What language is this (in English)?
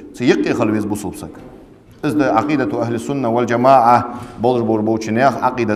Ingush